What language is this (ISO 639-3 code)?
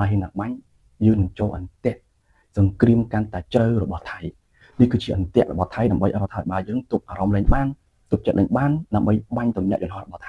khm